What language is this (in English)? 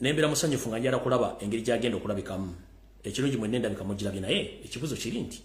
Ganda